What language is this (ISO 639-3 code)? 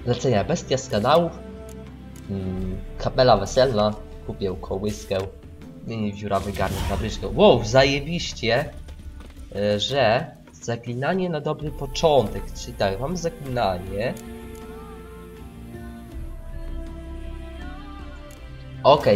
pol